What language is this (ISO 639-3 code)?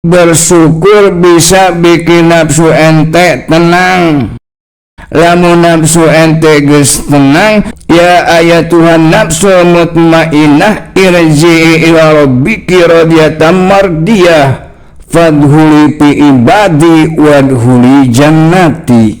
sun